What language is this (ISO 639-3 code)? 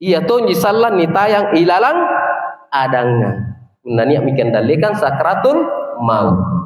mak